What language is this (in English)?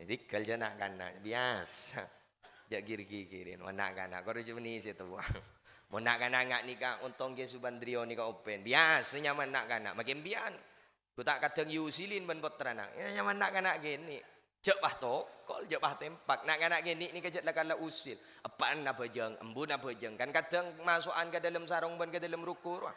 Madurese